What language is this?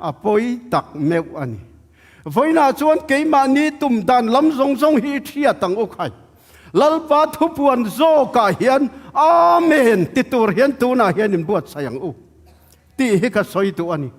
Tedim Chin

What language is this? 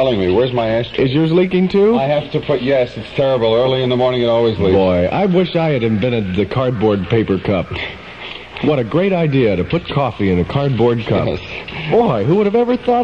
English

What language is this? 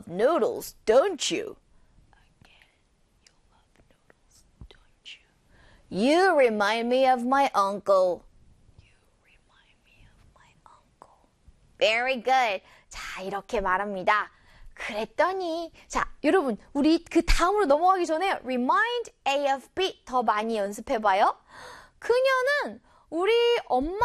Korean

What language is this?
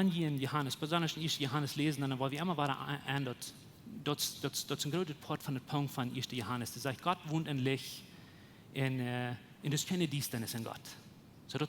Plautdietsch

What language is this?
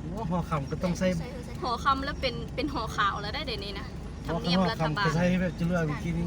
Lao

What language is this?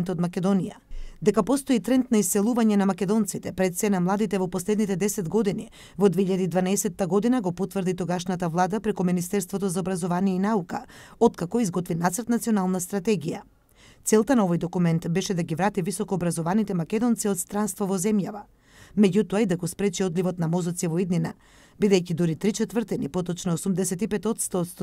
Macedonian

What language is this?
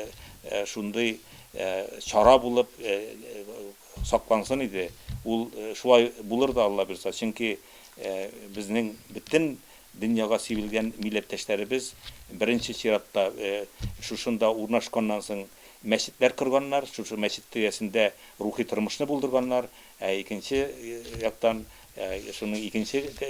Tatar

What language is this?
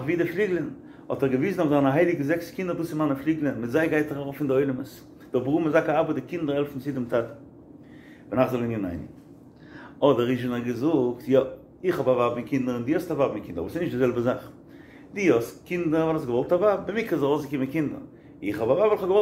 Yiddish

